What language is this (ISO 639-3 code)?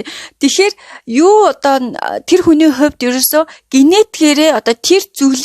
mon